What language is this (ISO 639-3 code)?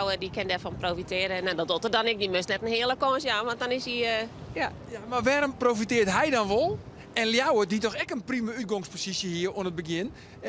fry